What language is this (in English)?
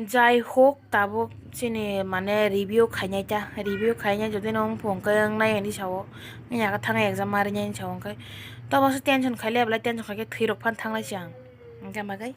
Kok Borok